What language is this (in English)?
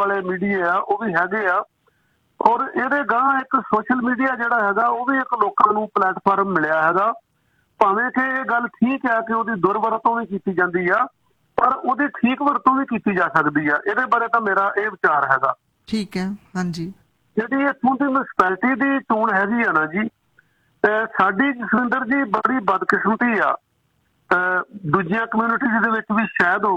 Punjabi